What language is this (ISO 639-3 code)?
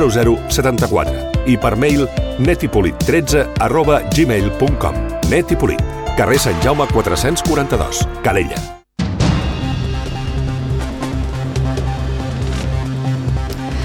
cat